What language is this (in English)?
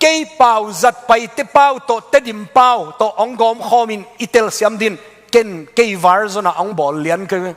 Tedim Chin